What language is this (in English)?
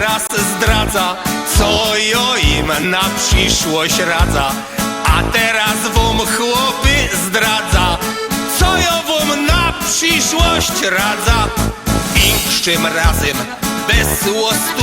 Silesian